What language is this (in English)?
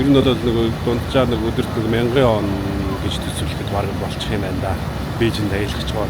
Mongolian